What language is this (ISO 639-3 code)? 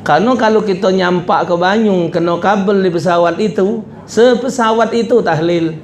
mui